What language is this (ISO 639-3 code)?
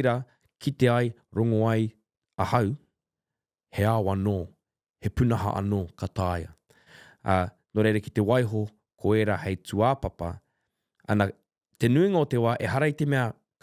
mri